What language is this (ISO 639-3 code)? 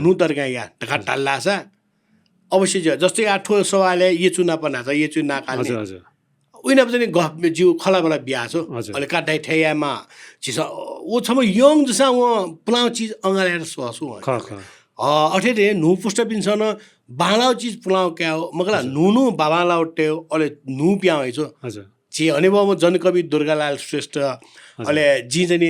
new